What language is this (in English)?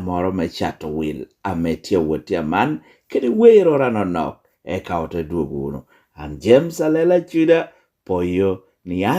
Lango (Uganda)